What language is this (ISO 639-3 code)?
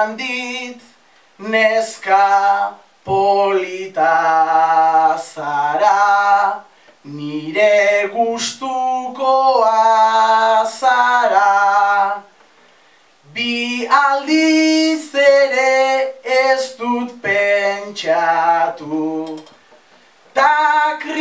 eus